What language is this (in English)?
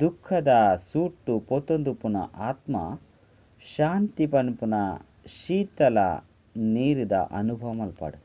Tulu